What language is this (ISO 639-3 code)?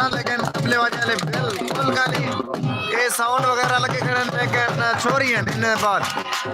skr